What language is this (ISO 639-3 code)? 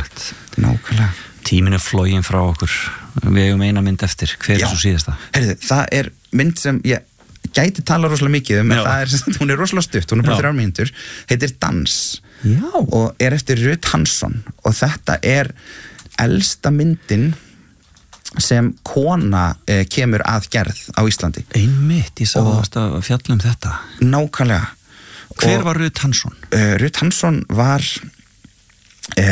isl